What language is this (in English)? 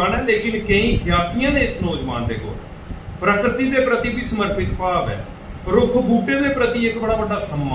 Dogri